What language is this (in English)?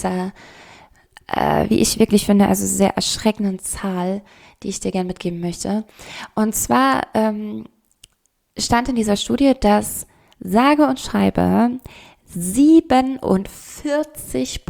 German